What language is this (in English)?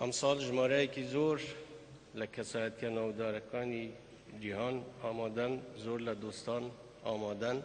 Central Kurdish